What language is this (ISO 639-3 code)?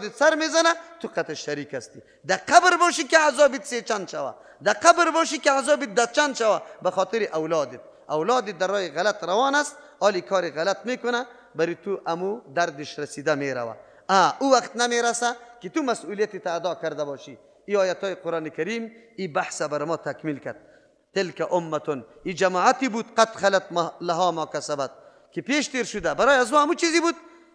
fas